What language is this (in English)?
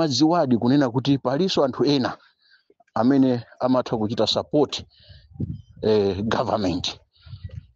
Nyanja